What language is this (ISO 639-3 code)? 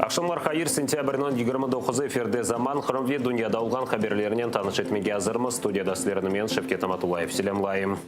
crh